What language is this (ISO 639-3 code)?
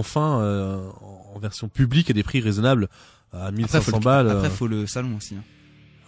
fra